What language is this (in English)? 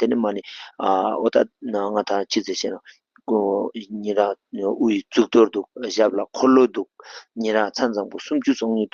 Ladakhi